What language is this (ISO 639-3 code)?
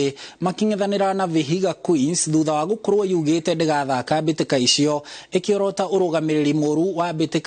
kik